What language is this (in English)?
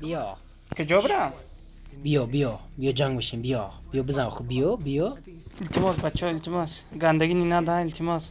Tajik